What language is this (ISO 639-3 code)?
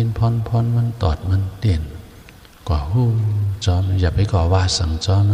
shn